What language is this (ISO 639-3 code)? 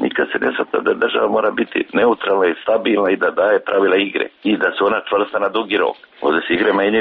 srp